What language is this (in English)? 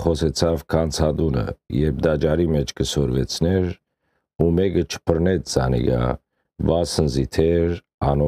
Western Armenian